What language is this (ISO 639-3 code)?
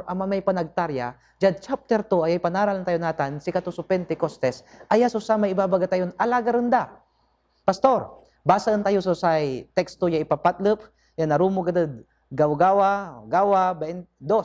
pag